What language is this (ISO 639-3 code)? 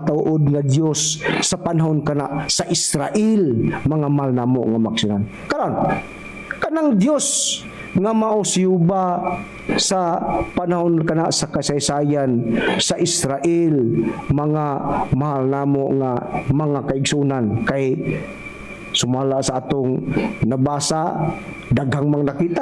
ceb